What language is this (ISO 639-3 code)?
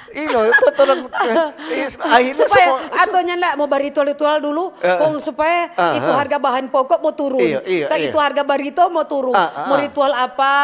xmm